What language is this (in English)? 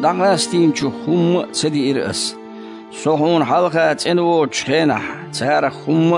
Chechen